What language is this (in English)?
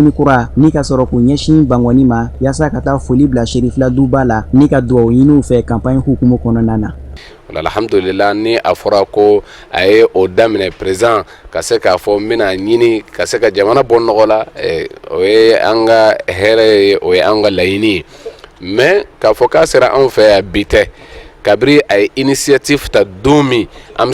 Bambara